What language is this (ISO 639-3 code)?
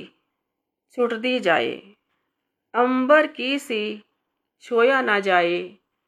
pan